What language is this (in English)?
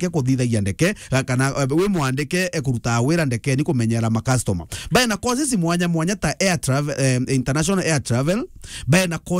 Meru